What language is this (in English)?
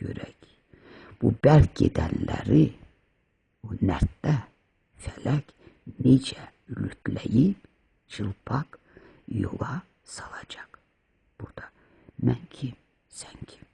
Azerbaijani